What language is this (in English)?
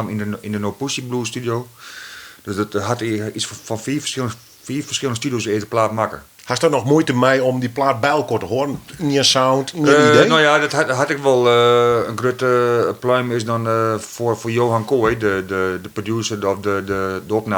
Western Frisian